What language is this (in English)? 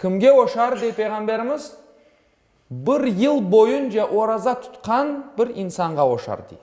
Crimean Tatar